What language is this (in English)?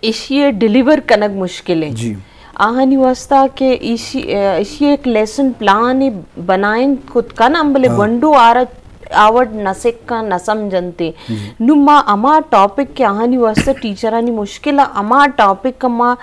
Eastern Balochi